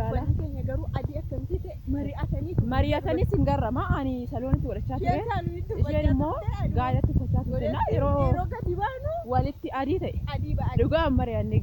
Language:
Oromo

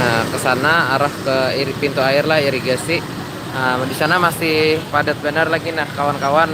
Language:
Banjar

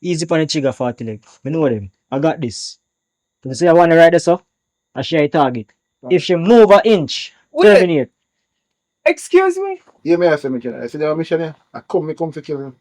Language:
Jamaican Creole English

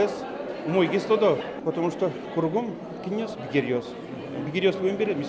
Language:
Udmurt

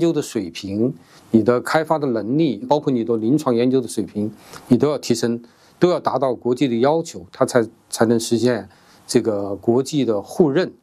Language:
Chinese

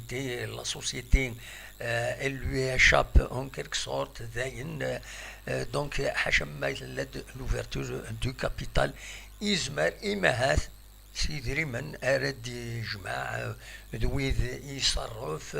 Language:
Kabyle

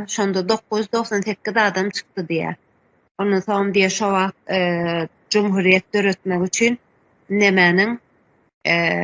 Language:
Turkmen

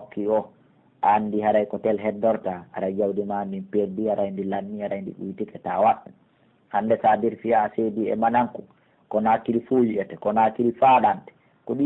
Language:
Pular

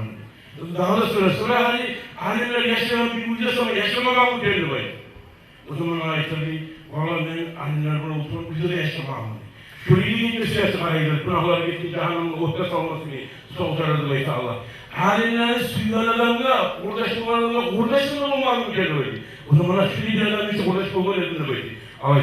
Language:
Kumyk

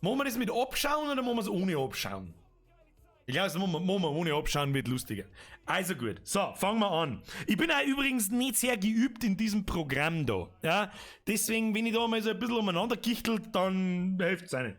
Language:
Bavarian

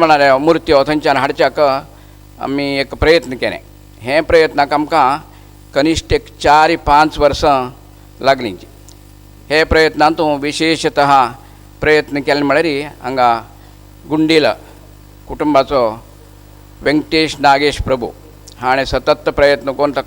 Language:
Konkani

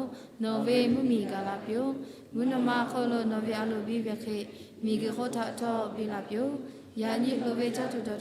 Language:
Lahu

